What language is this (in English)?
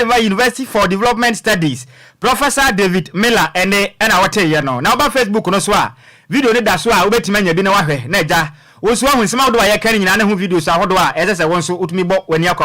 Akan